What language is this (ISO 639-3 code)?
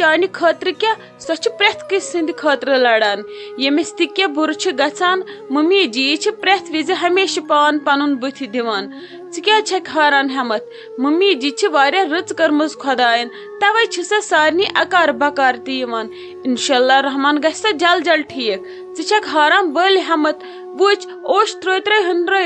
kas